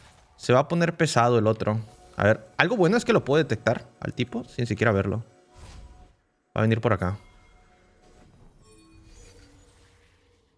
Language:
Spanish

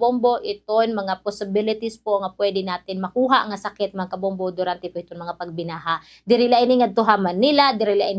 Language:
Waray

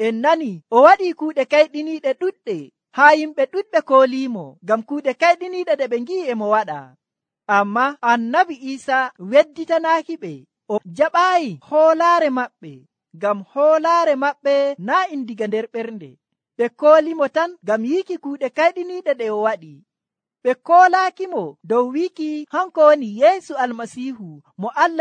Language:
Nigerian Fulfulde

